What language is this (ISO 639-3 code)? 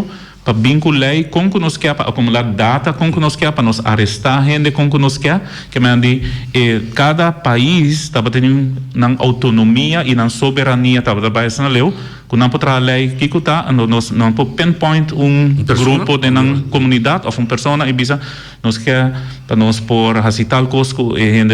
pap